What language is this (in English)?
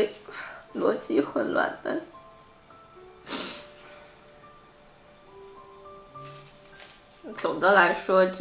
Chinese